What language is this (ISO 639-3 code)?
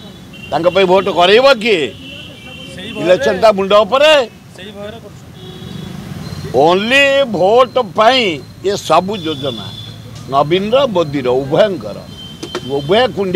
ori